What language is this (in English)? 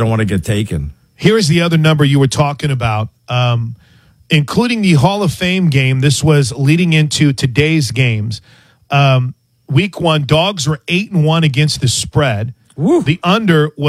English